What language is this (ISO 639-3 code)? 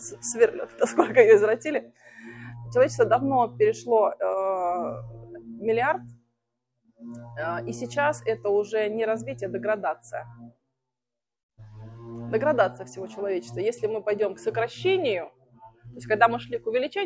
rus